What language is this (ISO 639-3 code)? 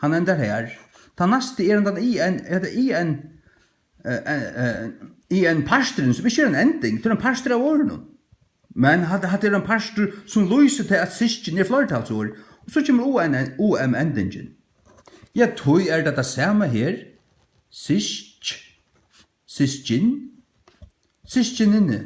fao